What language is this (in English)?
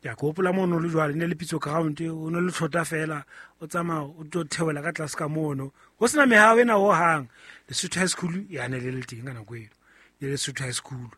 Southern Sotho